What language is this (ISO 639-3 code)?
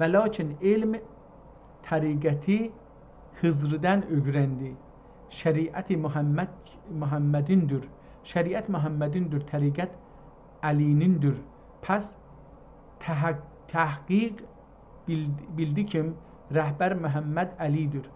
azb